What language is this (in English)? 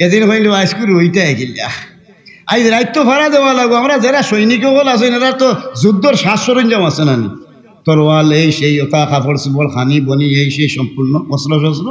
Sylheti